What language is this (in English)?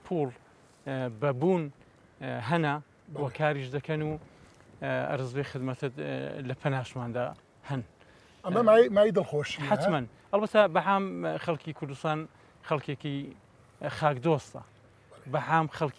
Central Kurdish